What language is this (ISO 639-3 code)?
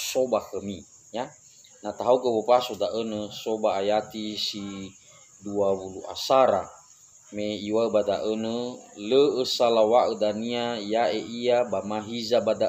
nia